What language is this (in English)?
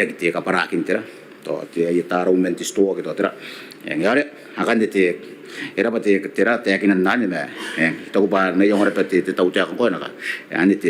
Gilbertese